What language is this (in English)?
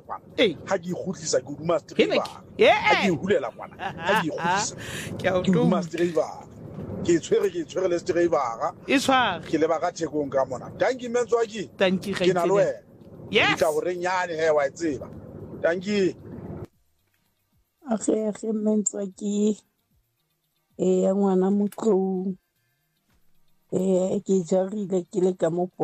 Southern Sotho